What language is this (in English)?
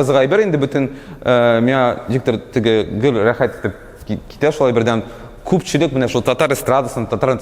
Tatar